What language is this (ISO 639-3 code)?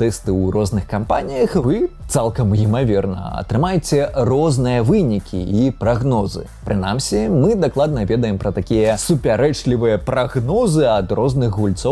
bel